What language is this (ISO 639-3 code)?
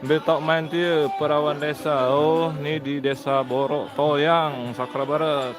sas